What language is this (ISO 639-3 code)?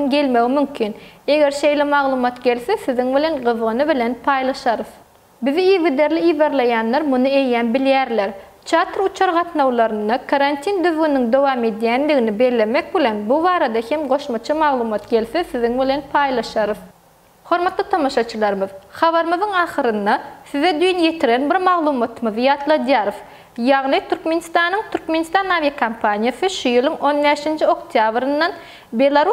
tuk